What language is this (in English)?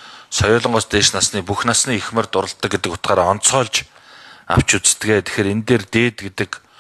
Mongolian